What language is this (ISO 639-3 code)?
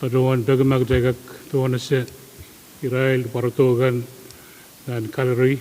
pon